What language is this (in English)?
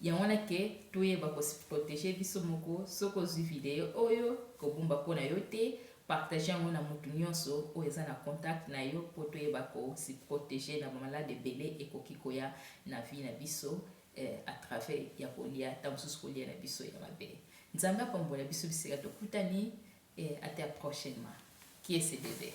Lingala